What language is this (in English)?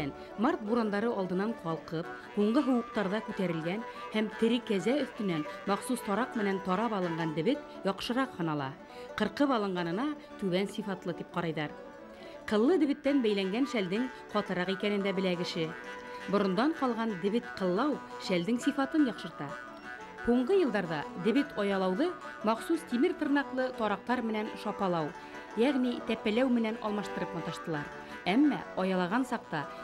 Bashkir